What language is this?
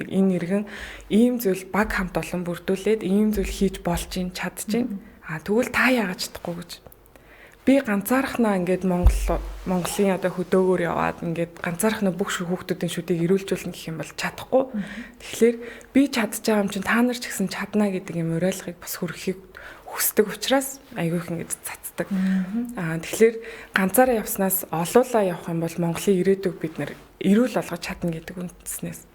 Mongolian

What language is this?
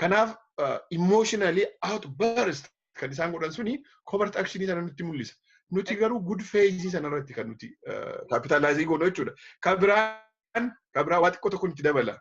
Oromo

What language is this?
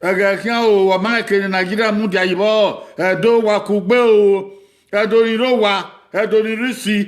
Bini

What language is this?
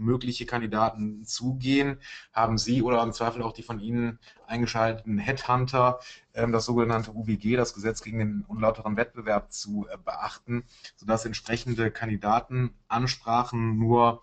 German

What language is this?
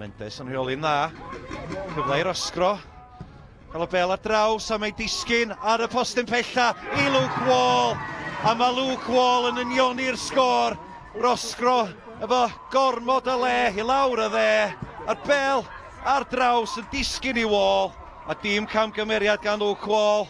Welsh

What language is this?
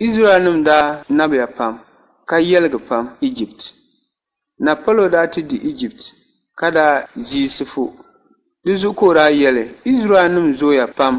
Dagbani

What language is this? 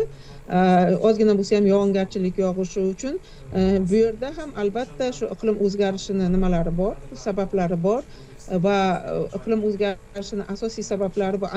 Uzbek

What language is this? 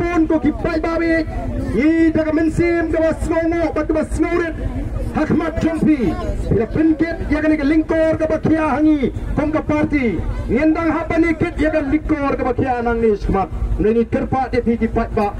Khasi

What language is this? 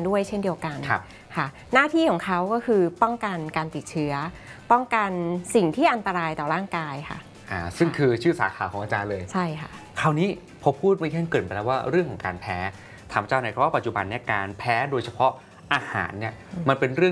Thai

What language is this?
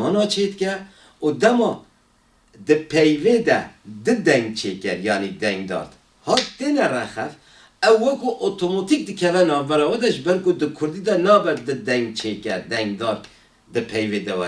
Kurdish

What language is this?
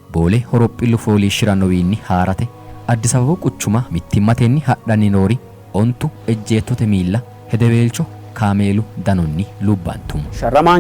Sidamo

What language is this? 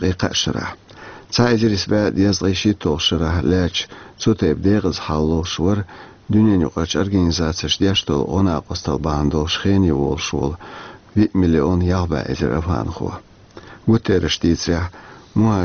Chechen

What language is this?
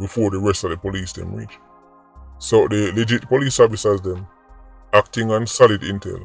Jamaican Creole English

